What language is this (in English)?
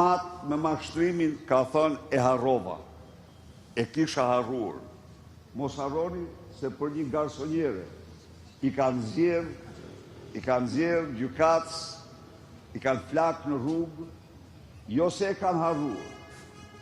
Albanian